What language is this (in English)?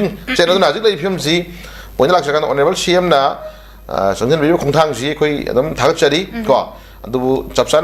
Manipuri